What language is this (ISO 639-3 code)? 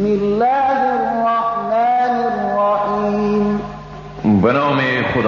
fas